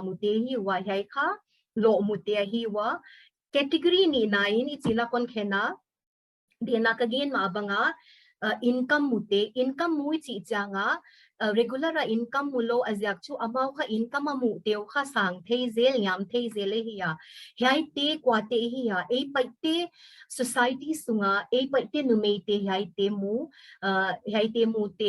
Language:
Paite Chin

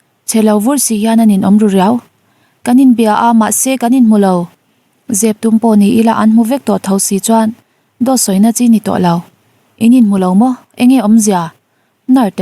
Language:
Mizo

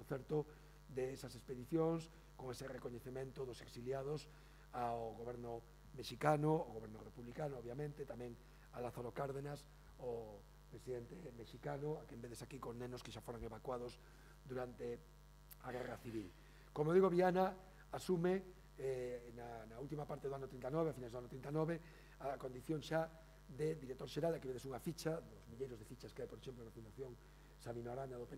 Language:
Galician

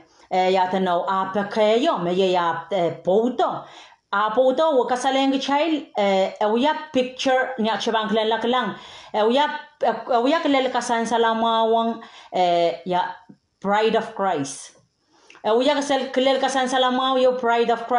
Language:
Pohnpeian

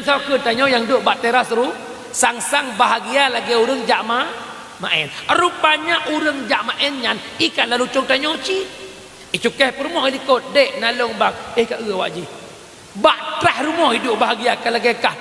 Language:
Achinese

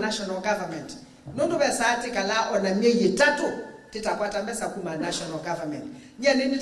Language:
Kamba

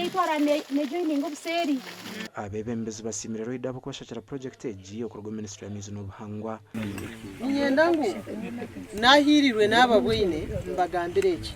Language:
Nyankole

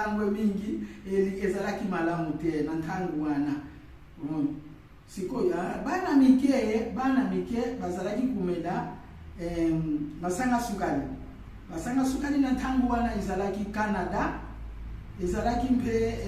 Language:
Lingala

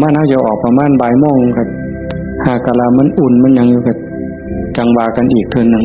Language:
Northeastern Thai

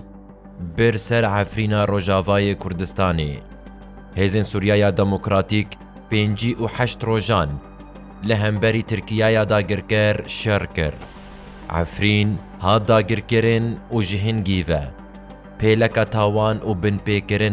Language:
Kurdish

